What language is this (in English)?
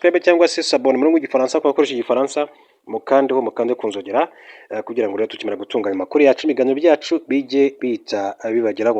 Kinyarwanda